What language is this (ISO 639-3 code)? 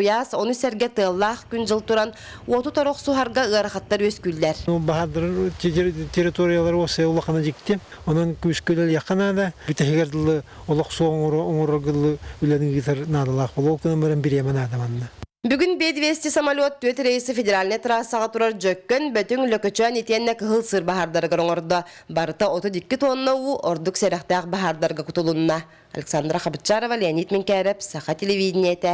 sah